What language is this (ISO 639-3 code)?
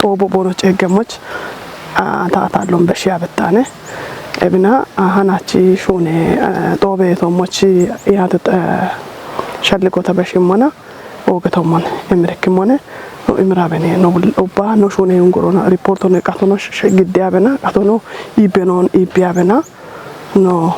kbr